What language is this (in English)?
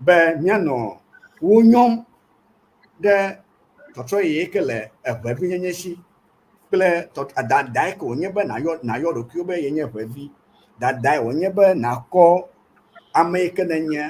Ewe